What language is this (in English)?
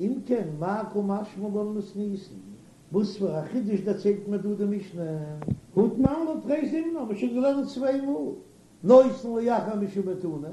Yiddish